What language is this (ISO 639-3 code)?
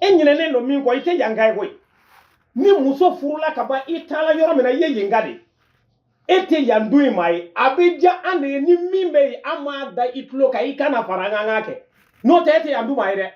bam